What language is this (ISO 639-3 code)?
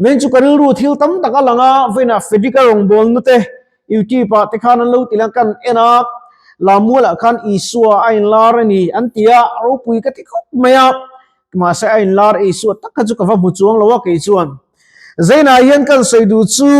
lus